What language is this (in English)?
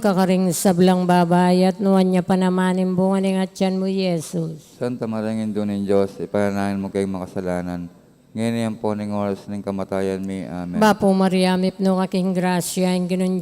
Pampanga